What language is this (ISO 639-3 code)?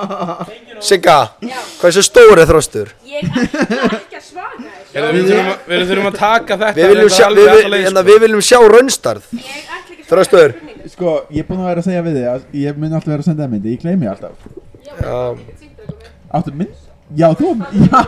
isl